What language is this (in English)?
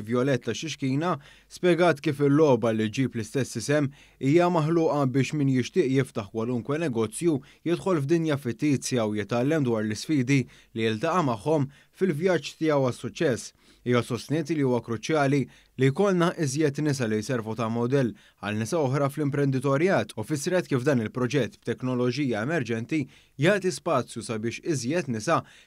Maltese